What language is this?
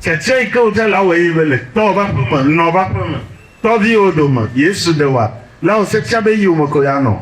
Ewe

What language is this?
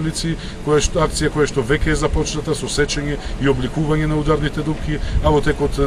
Macedonian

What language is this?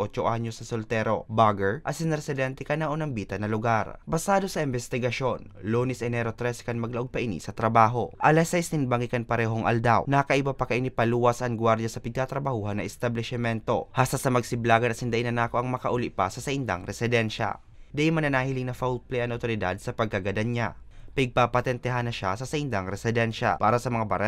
Bikol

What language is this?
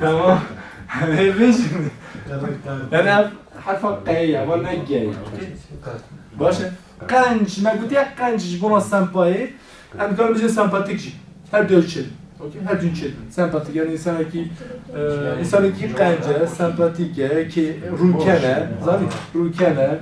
Kurdish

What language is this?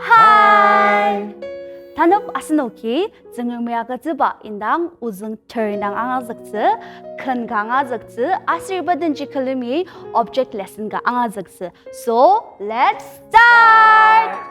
Ao Naga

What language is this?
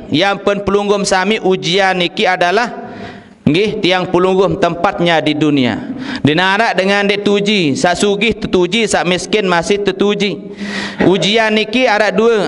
Sasak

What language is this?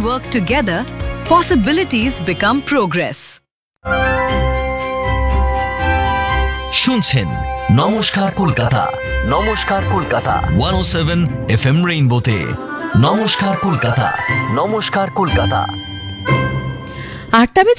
Bangla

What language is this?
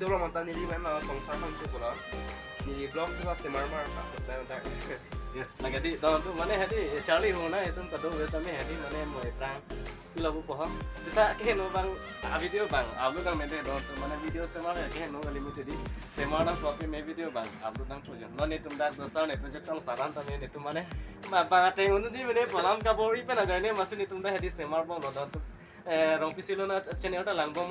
Karbi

